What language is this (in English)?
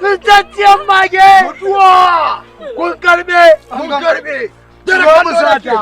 Hausa